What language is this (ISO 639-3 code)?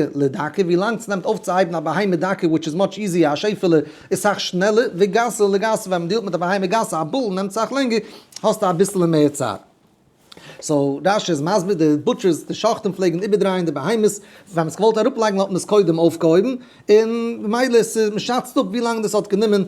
yid